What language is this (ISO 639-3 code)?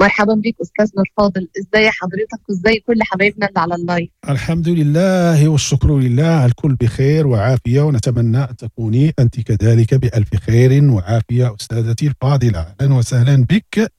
ary